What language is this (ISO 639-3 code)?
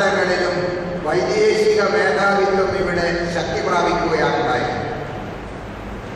mal